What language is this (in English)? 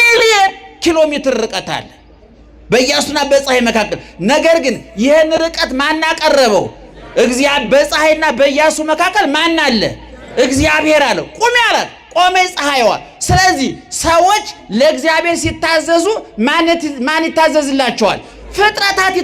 Amharic